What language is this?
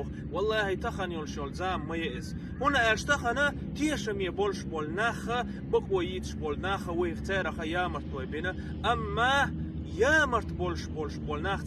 Chechen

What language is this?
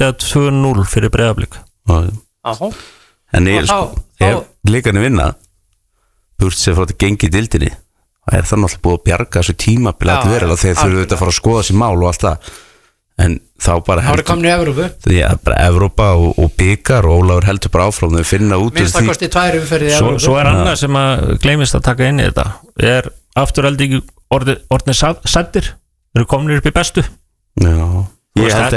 Icelandic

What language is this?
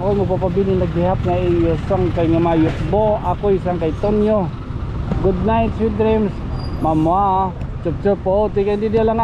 Waray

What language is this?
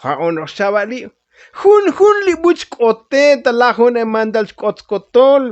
Tzotzil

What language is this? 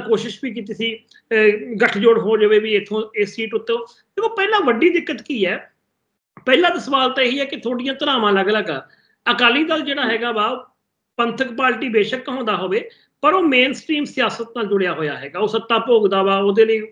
Punjabi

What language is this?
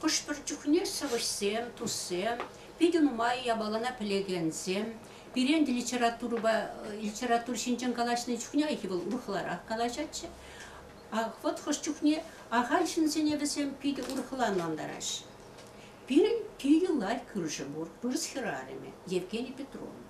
Chuvash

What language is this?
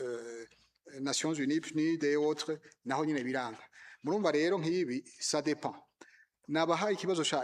Rundi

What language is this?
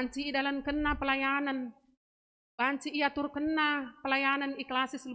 Batak Karo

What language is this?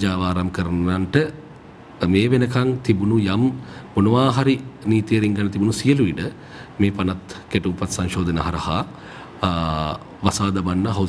Sinhala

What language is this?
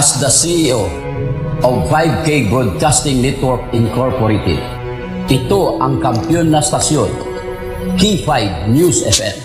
Hiligaynon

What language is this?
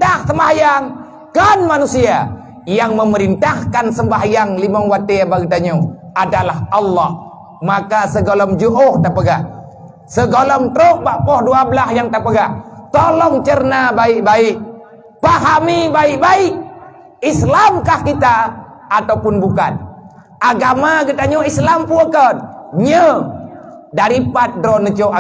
Achinese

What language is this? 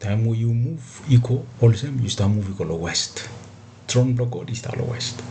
Bislama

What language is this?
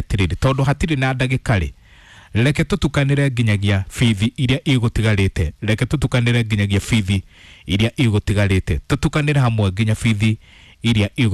Kikuyu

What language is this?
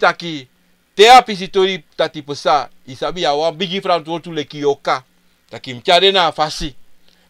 Sranan Tongo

